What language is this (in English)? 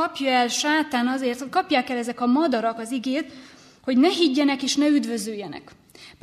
Hungarian